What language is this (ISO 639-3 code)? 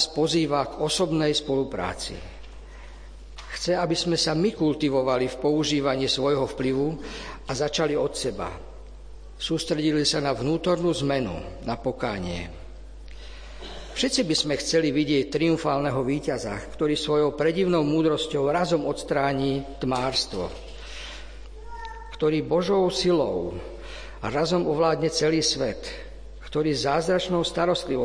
slk